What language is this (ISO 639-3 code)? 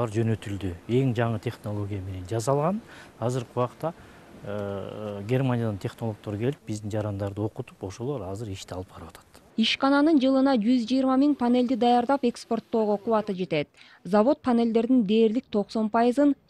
kir